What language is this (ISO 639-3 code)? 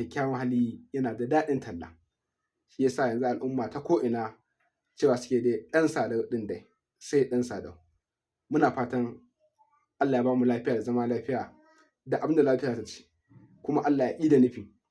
hau